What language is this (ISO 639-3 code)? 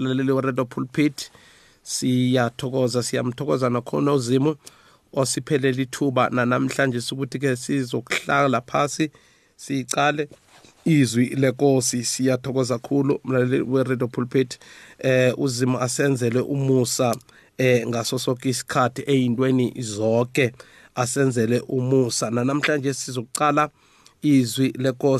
nbl